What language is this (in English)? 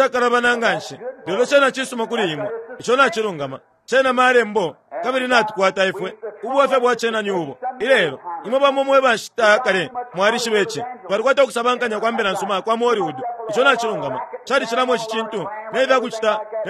Bemba